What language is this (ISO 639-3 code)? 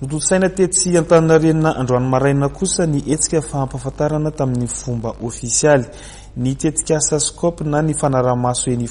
mlg